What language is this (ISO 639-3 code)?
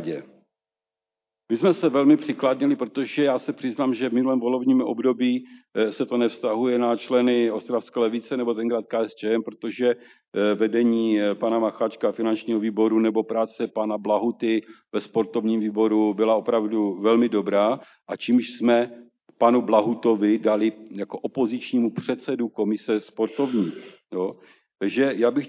ces